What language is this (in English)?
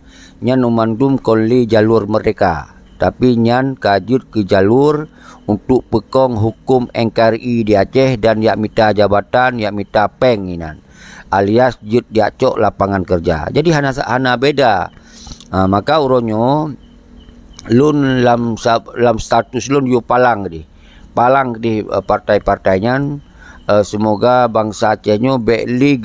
Achinese